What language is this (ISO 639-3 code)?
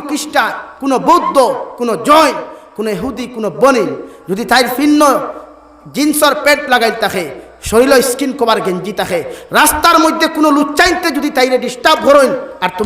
syl